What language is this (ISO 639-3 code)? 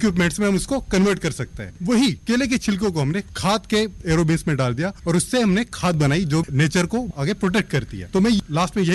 hin